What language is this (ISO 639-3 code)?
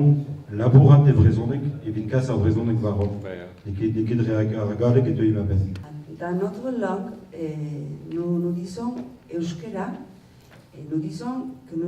bre